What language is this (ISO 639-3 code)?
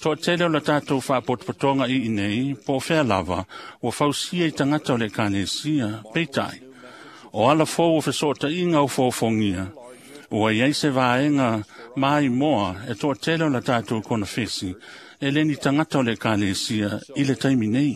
smo